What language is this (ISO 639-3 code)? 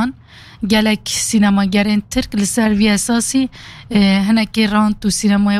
kur